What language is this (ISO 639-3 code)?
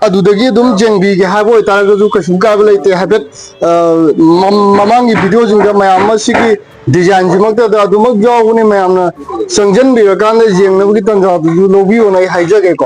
mni